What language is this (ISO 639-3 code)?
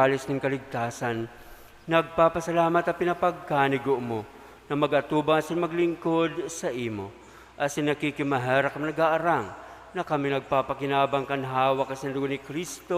bik